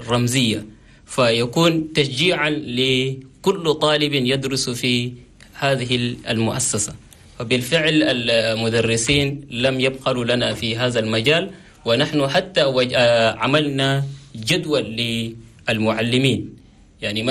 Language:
Chadian Arabic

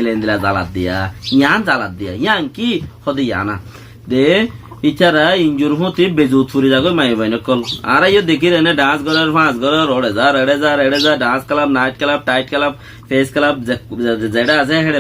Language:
Rohingya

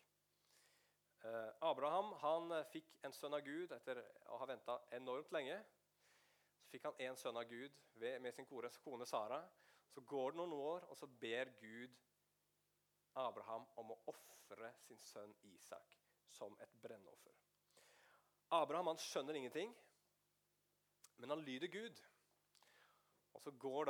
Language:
Norwegian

